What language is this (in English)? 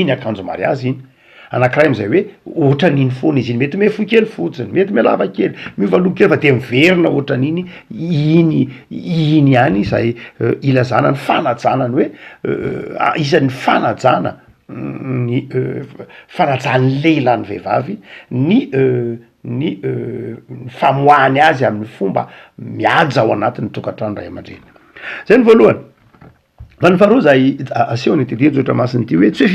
Malagasy